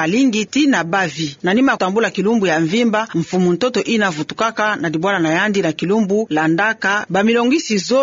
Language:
Kituba (Democratic Republic of Congo)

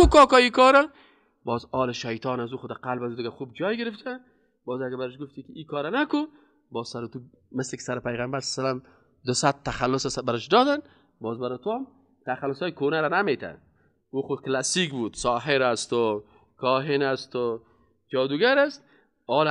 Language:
Persian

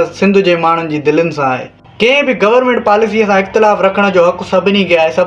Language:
Sindhi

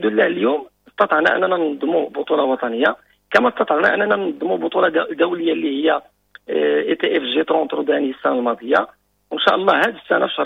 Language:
Moroccan Arabic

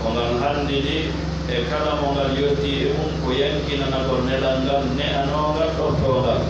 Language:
Pular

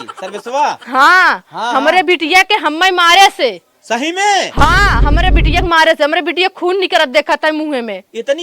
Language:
Awadhi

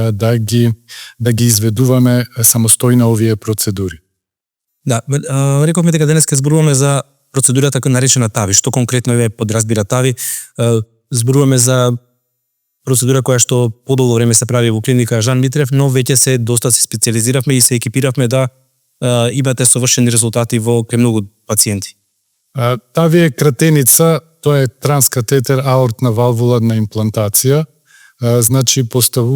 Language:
Macedonian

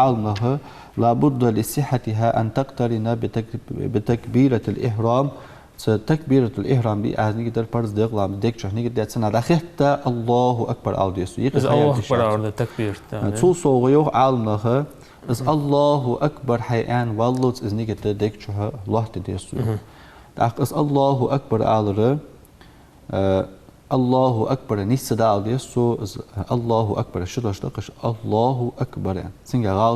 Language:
Ingush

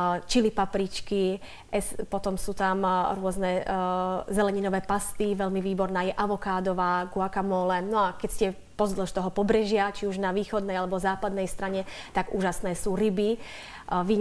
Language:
Slovak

